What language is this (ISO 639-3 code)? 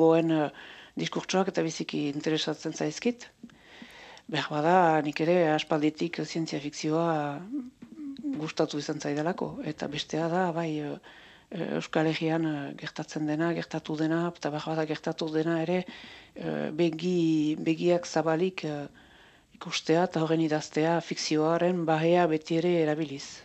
eus